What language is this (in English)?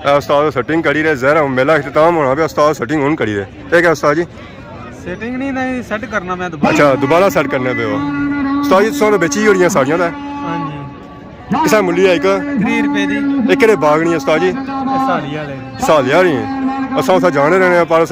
Pahari-Potwari